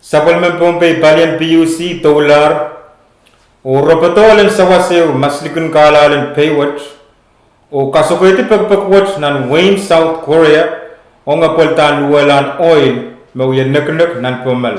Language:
Pohnpeian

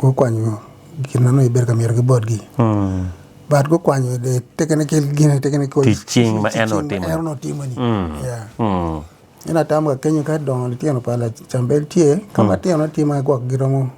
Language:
Acoli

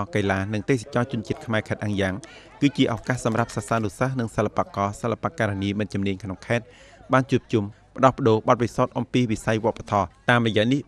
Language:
Khmer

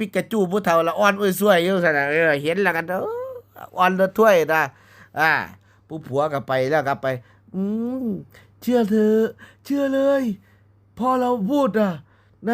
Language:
Northeastern Thai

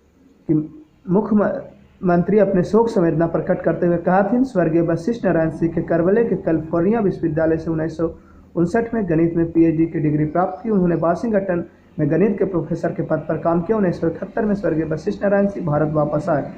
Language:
Magahi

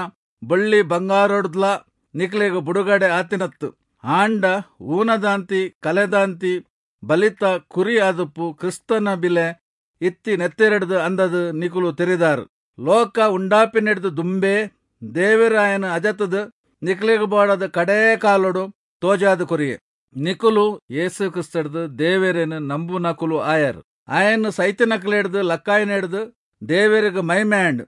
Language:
Tulu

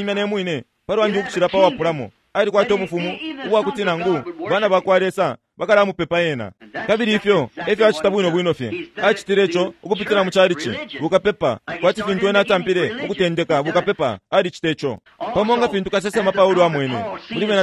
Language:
Bemba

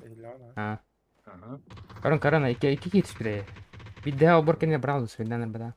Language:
Yakut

